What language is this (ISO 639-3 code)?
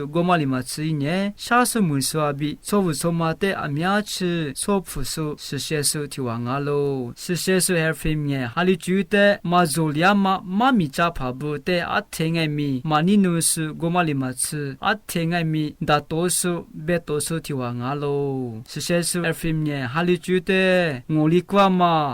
lis